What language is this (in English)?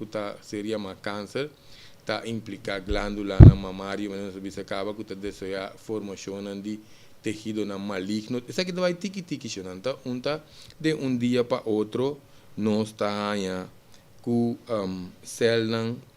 Papiamento